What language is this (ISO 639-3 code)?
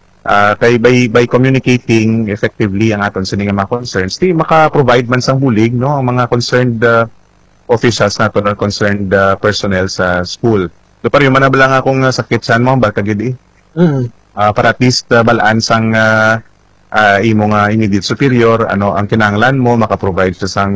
hil